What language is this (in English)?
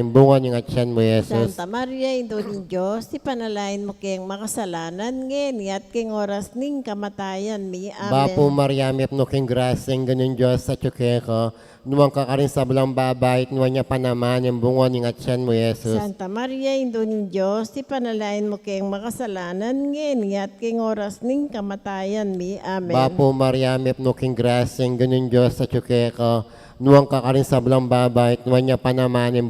Pampanga